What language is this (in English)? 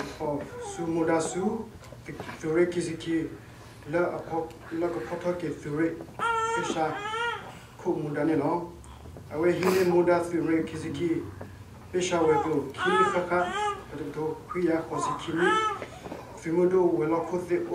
S'gaw Karen